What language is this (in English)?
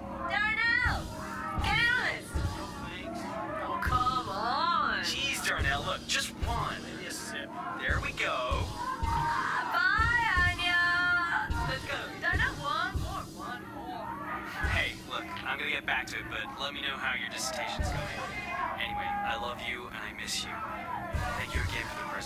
English